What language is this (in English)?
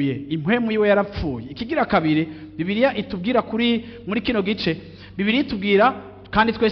Rundi